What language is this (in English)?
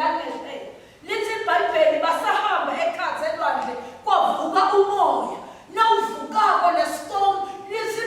Swati